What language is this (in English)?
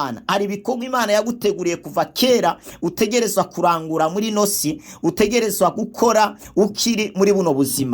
Rundi